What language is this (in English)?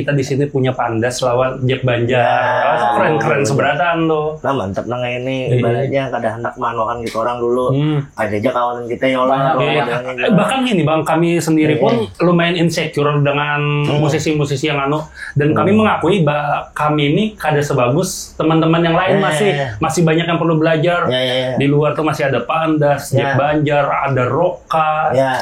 Banjar